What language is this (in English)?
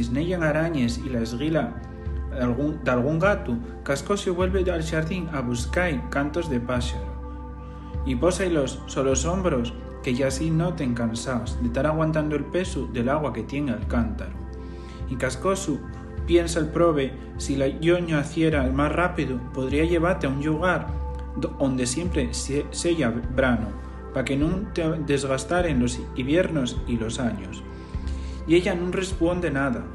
Asturian